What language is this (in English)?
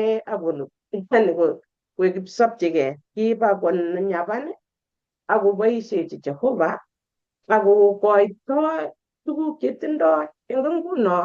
Kalenjin